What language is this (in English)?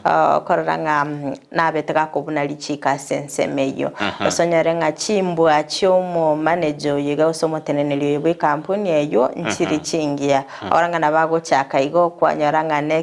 Gusii